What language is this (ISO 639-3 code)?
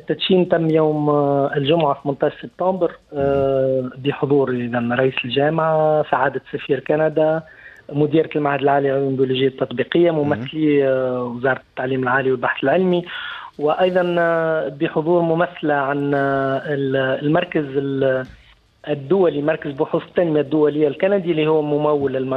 aeb